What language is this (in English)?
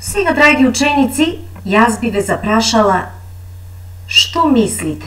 Macedonian